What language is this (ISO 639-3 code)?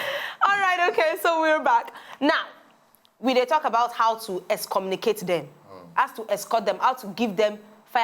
pcm